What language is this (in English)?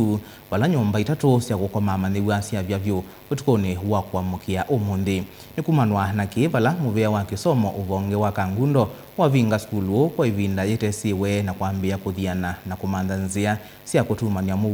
Kamba